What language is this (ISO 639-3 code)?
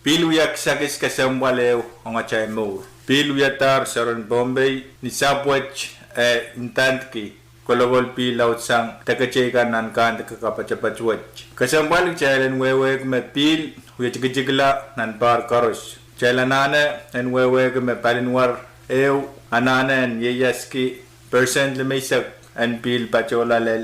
pon